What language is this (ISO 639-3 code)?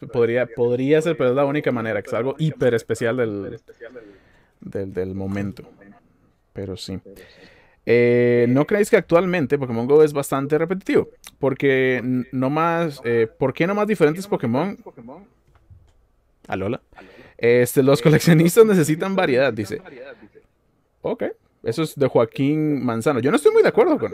spa